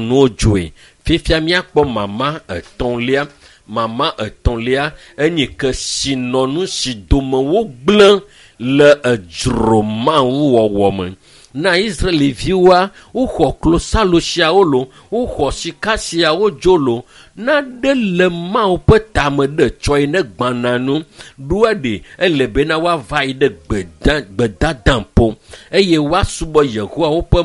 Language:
Ewe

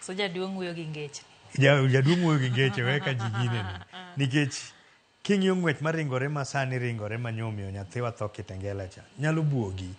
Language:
Luo (Kenya and Tanzania)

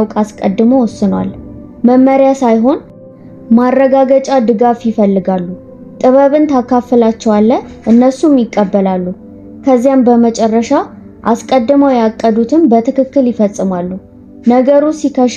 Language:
Amharic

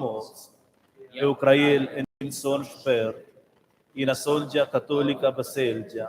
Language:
Romansh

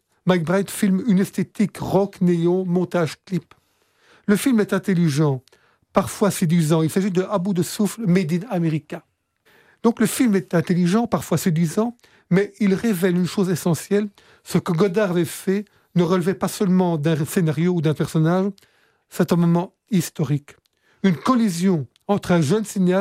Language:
French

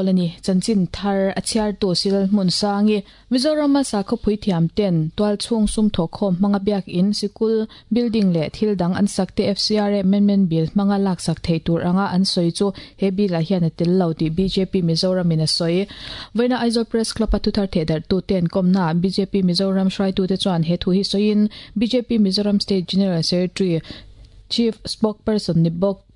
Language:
Mizo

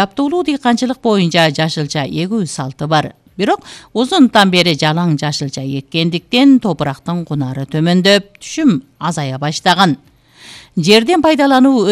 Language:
Kyrgyz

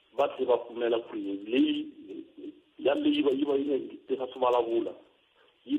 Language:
Tsonga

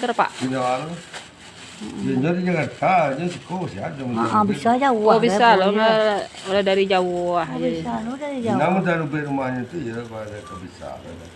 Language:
Minangkabau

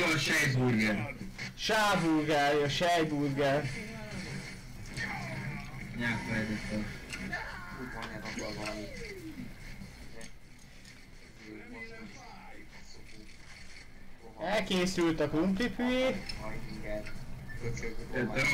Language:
Hungarian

